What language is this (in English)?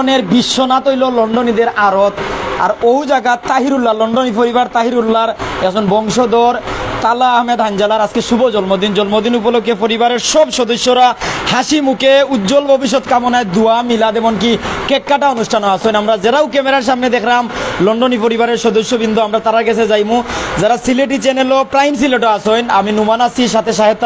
Sylheti